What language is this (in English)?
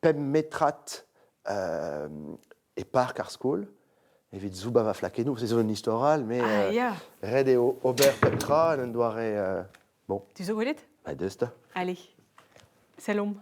Breton